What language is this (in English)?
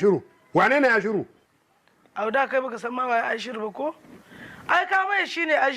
Hausa